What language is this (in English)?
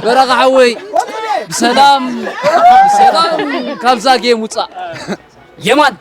Tigrinya